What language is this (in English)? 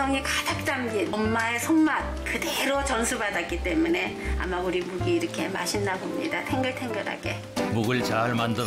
Korean